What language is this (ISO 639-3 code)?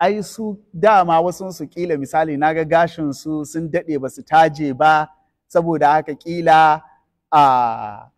hau